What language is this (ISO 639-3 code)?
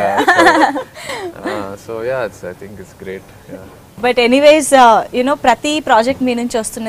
tel